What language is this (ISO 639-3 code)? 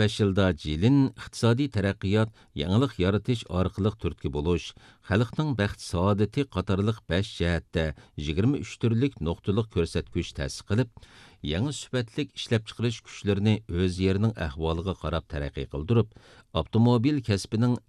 uig